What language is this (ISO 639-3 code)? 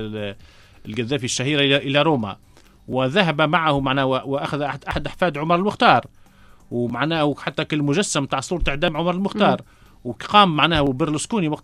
aeb